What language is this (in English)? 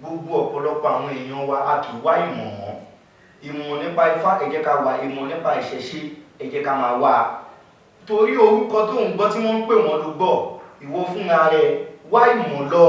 Yoruba